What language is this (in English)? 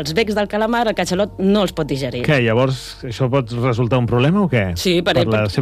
Catalan